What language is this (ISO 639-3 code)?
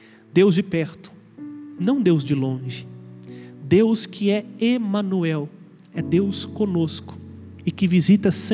por